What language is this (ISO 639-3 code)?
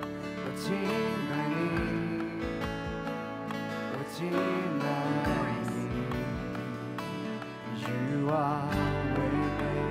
zho